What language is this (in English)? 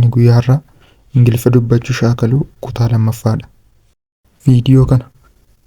Oromo